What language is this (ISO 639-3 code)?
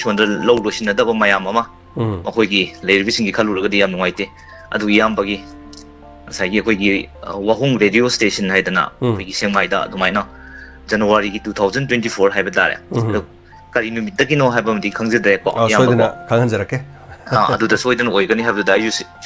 mni